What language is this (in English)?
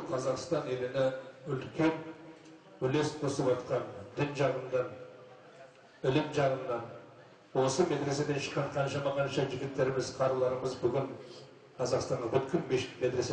Kazakh